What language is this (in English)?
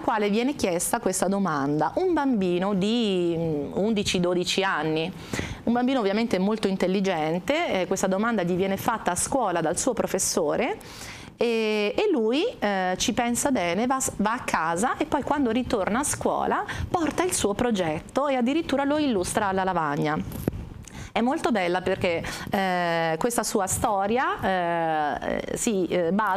Italian